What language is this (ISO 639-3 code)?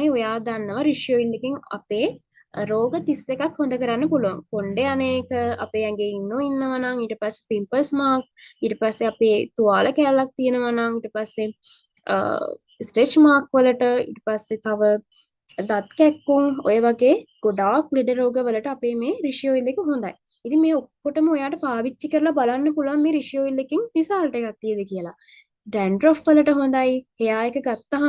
sin